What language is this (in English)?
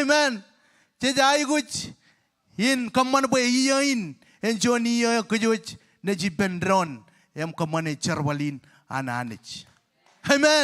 Marshallese